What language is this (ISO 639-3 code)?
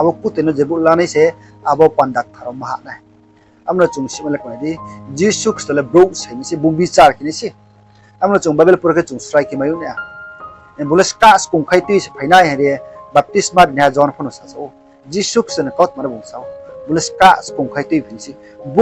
ria